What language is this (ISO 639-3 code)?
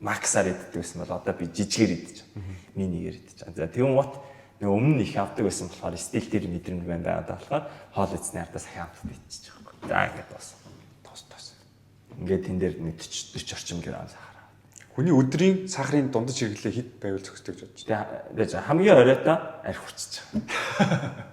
mon